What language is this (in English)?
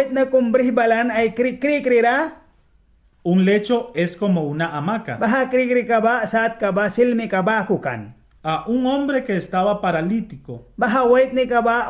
Mískito